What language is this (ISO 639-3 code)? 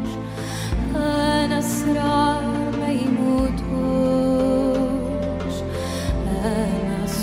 ara